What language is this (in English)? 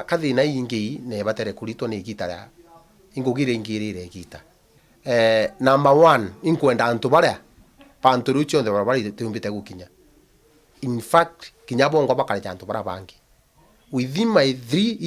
Meru